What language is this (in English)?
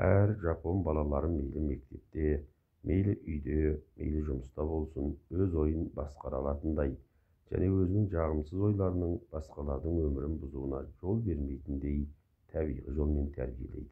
Kazakh